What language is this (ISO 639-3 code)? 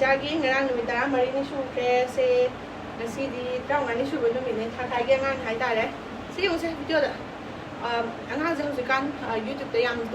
mni